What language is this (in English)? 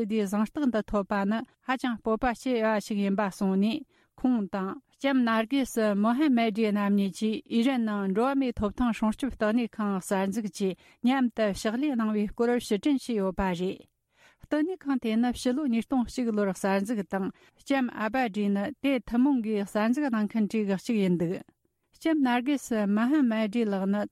Tibetan